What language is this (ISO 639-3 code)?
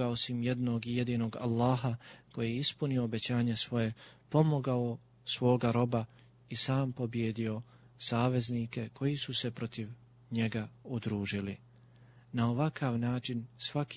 bos